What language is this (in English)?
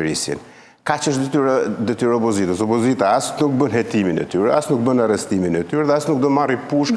Albanian